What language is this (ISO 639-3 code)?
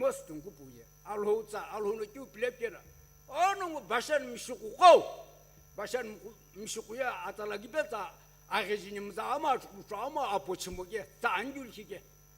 nsm